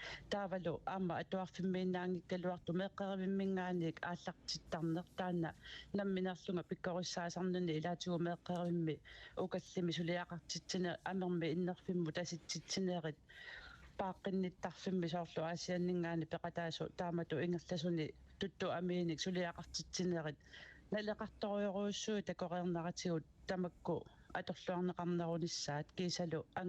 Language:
Kalaallisut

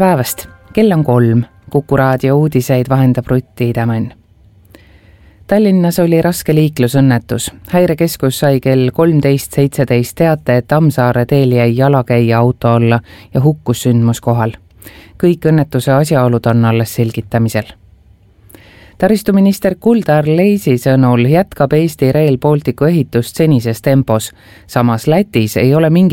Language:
Estonian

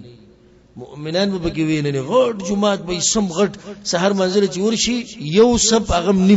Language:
Pashto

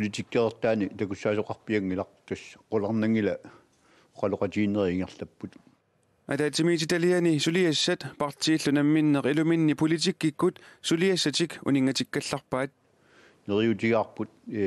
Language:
Kalaallisut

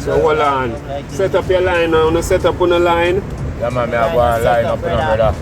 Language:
Jamaican Creole English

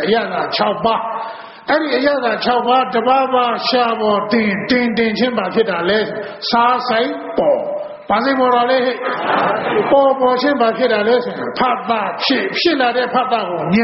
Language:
Burmese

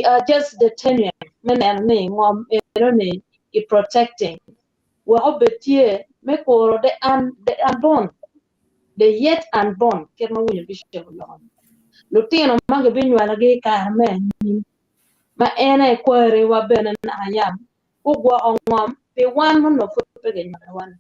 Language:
Acoli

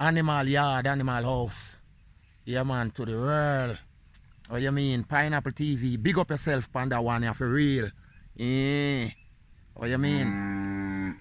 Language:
Jamaican Creole English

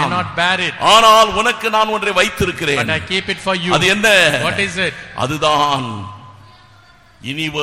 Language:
Tamil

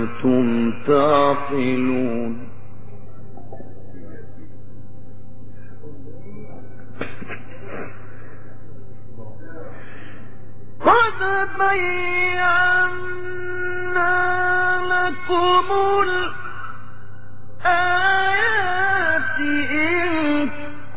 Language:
Arabic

